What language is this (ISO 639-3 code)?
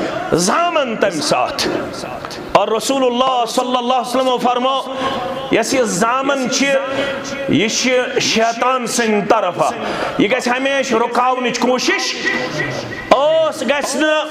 kas